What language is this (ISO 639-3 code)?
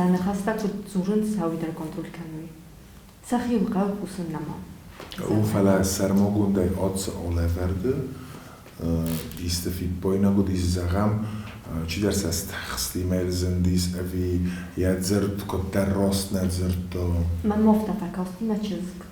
oss